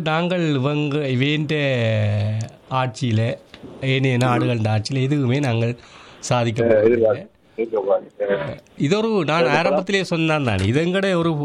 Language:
Tamil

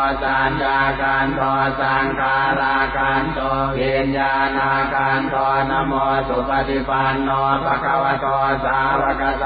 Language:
Pali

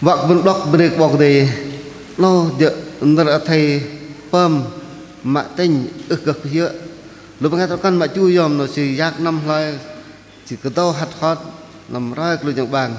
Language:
Bahnar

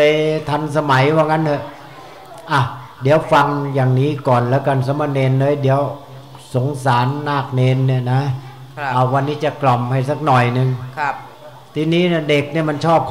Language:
Thai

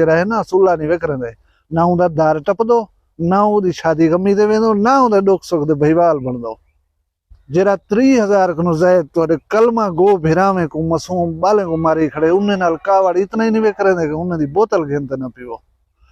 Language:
Saraiki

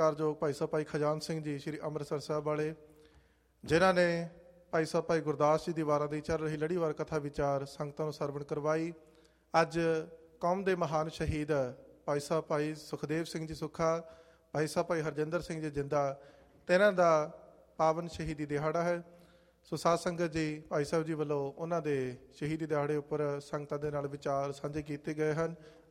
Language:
Punjabi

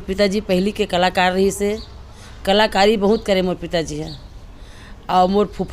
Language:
Chhattisgarhi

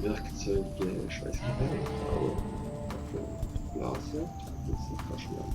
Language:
Swiss German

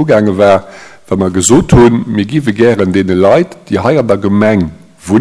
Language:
Luxembourgish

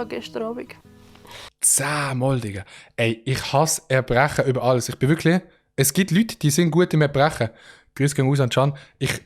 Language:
Swiss German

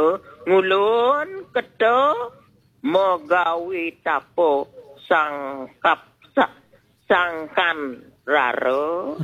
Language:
Balinese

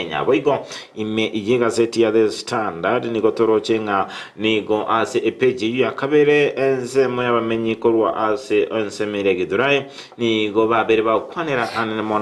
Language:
Gusii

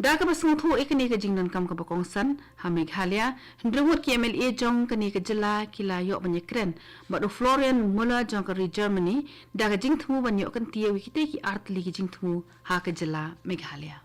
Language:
Khasi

